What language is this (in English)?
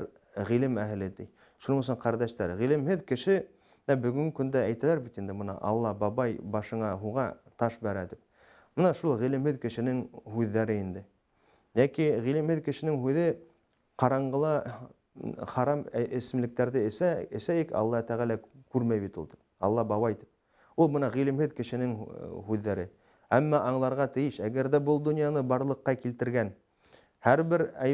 Bashkir